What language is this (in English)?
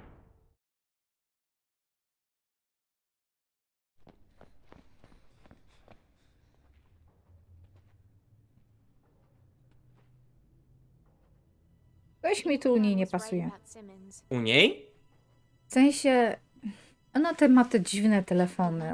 Polish